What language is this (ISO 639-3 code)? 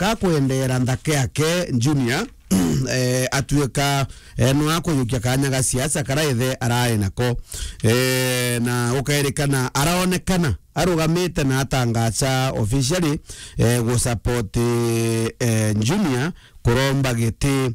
mer